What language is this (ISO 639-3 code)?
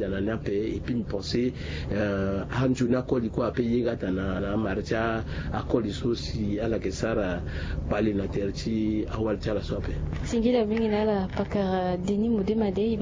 sag